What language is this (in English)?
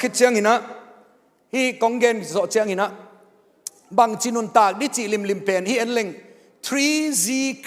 Tedim Chin